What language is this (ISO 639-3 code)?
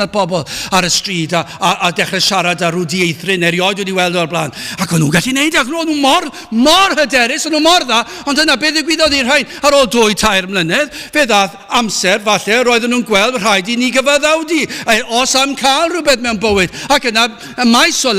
cym